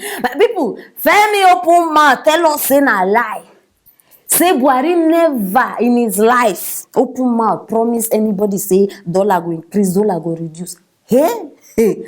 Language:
Nigerian Pidgin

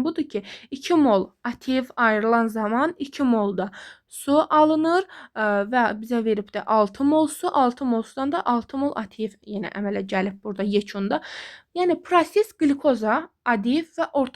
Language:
Azerbaijani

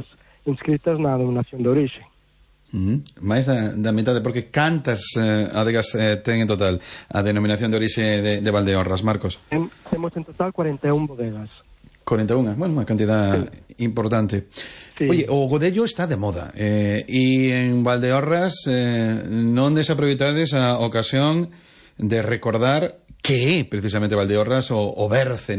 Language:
Galician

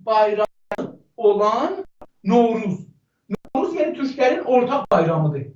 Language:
South Azerbaijani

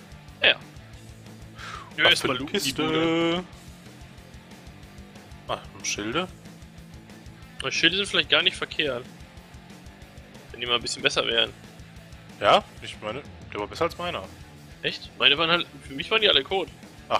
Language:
German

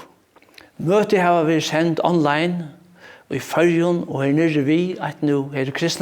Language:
Faroese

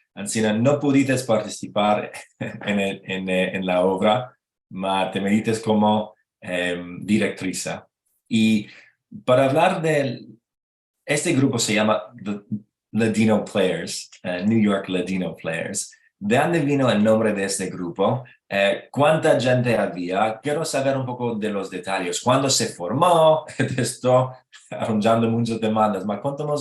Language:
Ladino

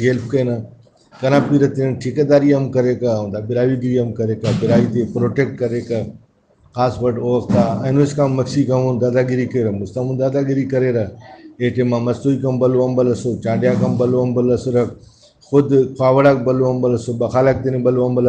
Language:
Brahui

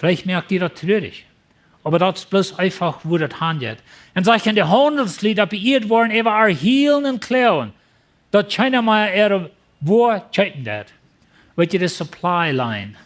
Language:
Plautdietsch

